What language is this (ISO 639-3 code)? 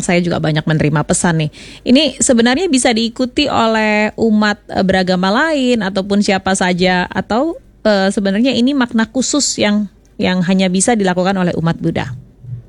ind